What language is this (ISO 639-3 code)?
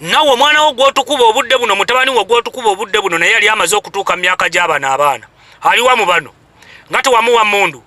lug